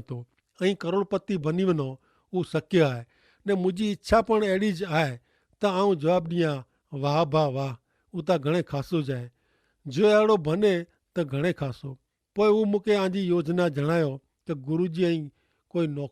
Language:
Kachhi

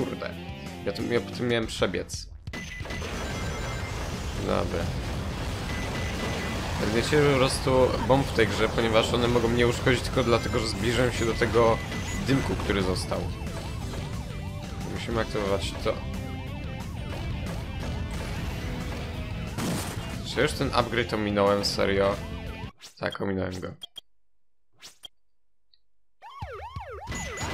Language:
Polish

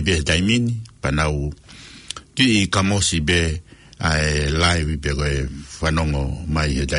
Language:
Tongan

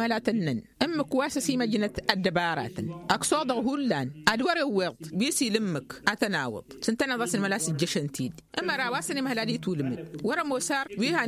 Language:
Tamasheq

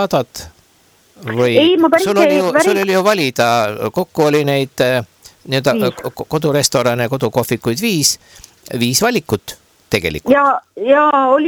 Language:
Estonian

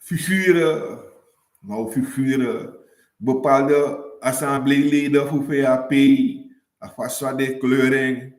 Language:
Sranan Tongo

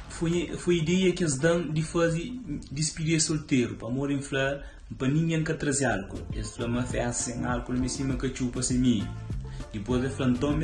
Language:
Kabuverdianu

